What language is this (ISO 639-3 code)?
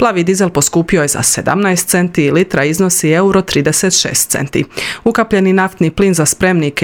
hrv